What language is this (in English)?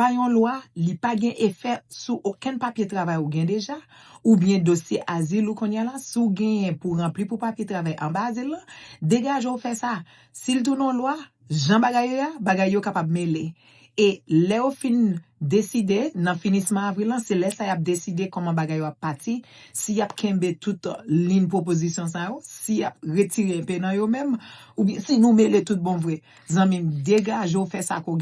Haitian Creole